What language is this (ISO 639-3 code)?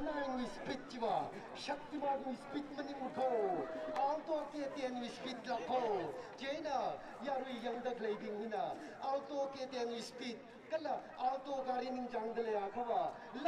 nmf